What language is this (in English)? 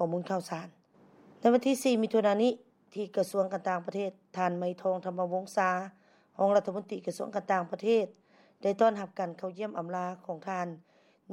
Lao